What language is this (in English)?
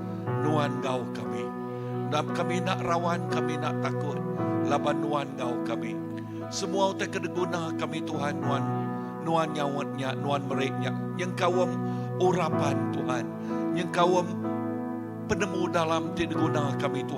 Iban